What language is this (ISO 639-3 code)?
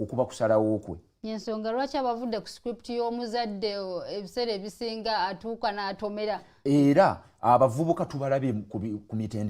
lug